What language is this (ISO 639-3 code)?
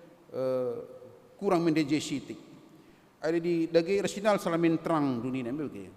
btx